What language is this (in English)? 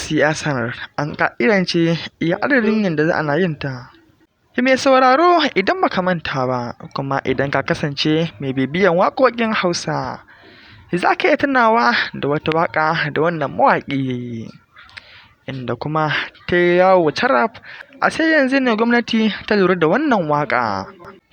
Hausa